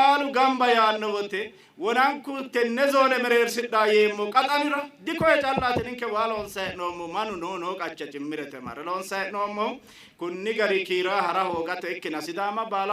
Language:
Sidamo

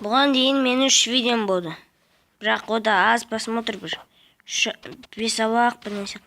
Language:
Kazakh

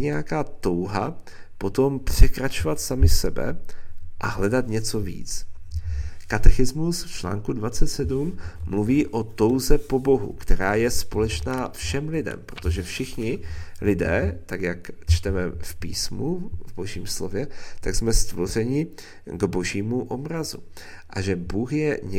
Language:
Czech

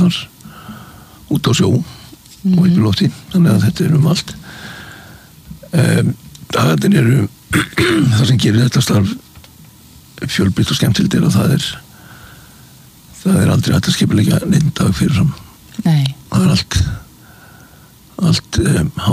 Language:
Icelandic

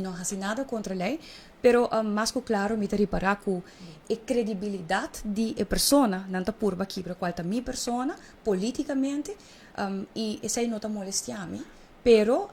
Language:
Papiamento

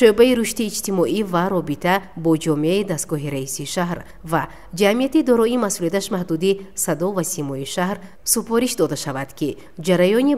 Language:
Tajik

